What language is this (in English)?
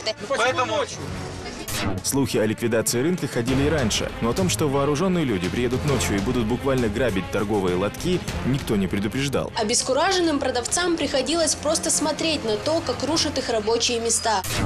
Russian